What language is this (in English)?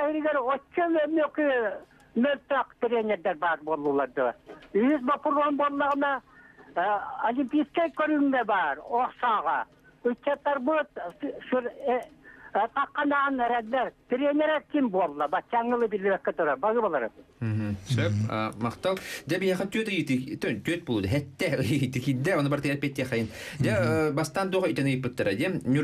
Yakut